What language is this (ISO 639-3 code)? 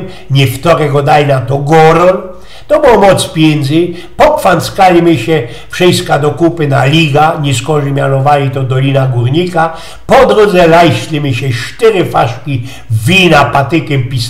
szl